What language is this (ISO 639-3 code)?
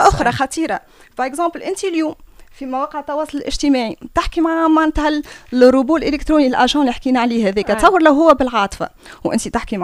aeb